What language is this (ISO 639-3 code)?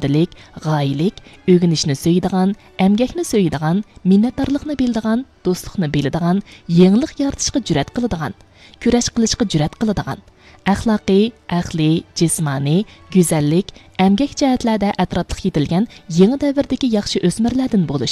uig